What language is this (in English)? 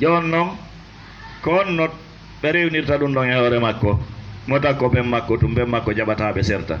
Fula